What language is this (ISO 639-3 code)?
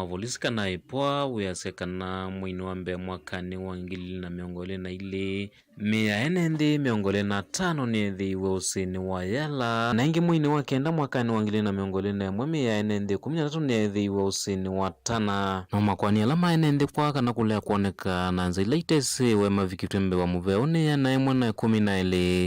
kam